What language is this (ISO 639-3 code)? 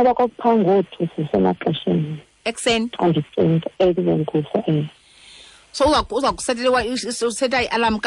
xho